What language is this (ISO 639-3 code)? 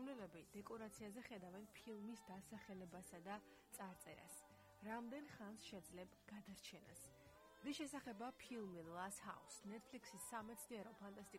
kat